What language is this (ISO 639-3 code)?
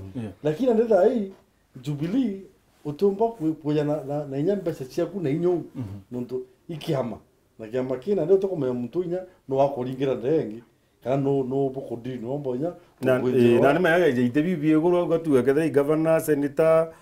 mer